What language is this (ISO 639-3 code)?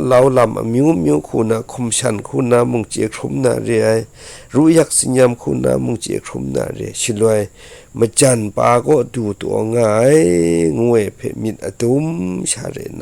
kac